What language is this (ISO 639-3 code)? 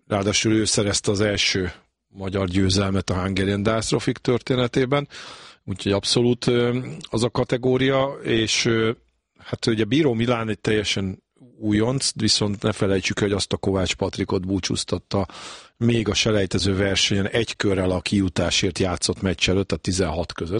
hun